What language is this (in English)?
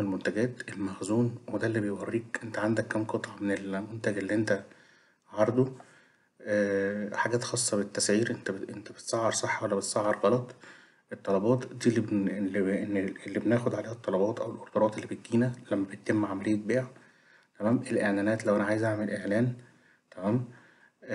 Egyptian Arabic